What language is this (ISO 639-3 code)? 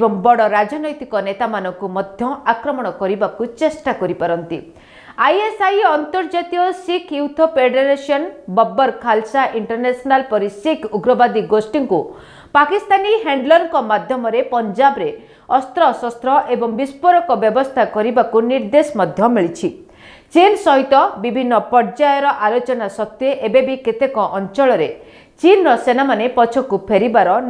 ori